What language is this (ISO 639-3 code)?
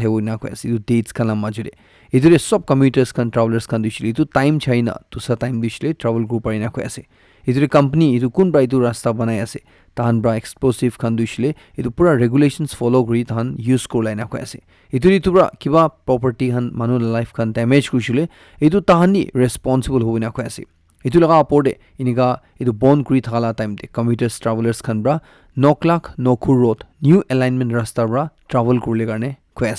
nag